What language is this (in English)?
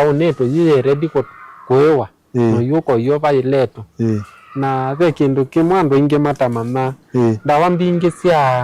Kamba